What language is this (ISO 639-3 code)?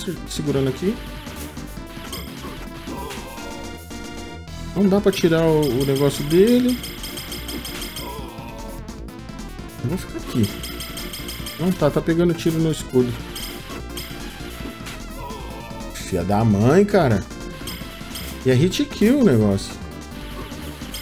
por